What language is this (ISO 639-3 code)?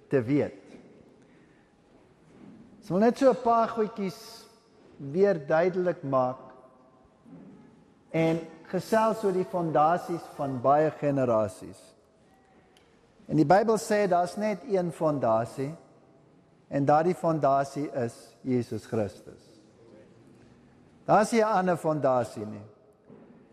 afr